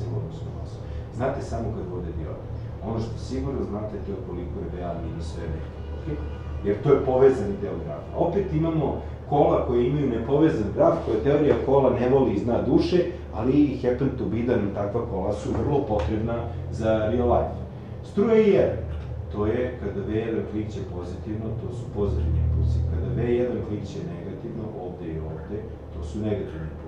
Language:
Serbian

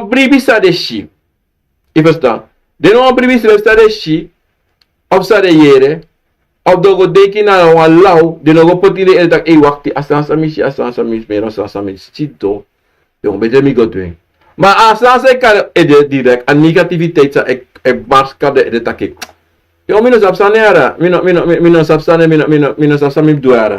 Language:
Sranan Tongo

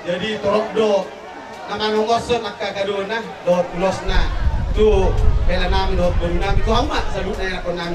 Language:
Batak Toba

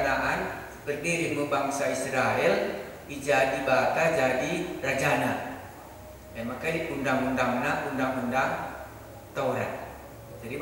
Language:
Batak Karo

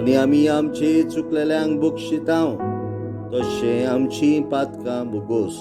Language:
Konkani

